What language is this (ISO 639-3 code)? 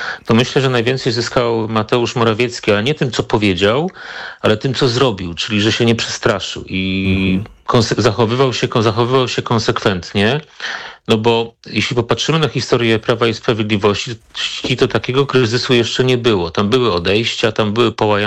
pol